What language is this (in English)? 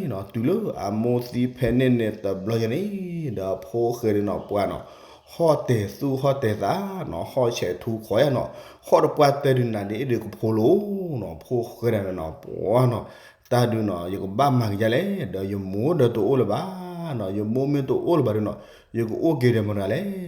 S'gaw Karen